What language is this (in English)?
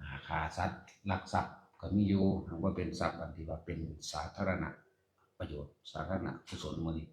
Lao